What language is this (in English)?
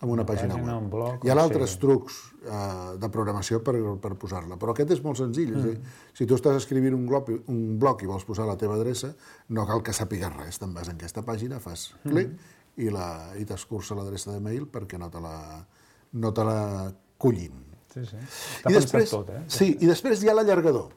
Catalan